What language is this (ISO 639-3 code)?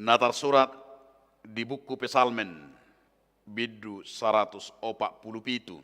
bbc